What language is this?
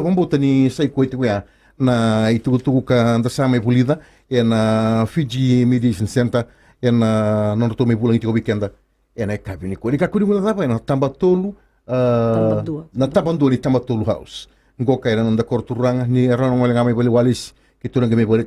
Fijian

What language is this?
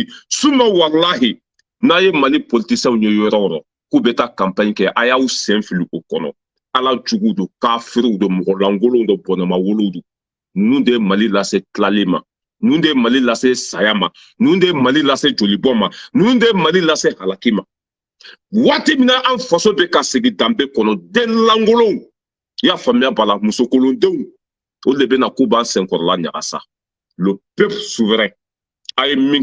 Bambara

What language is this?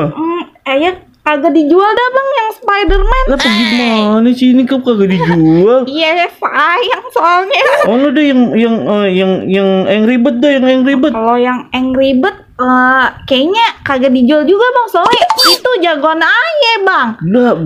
Betawi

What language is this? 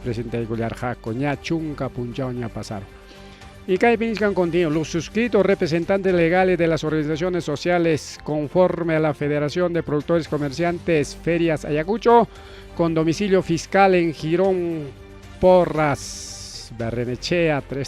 Ayacucho Quechua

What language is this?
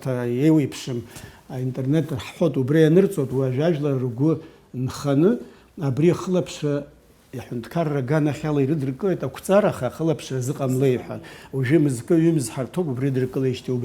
Abkhazian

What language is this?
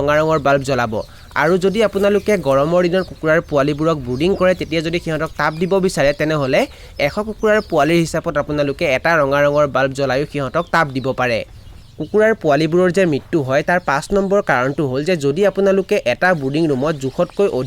Assamese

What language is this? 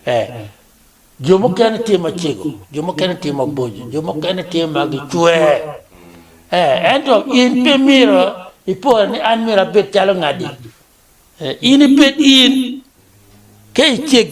Acoli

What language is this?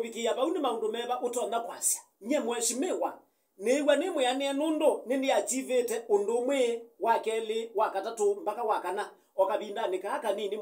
Kamba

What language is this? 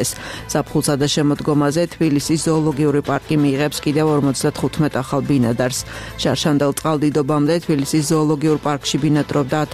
Georgian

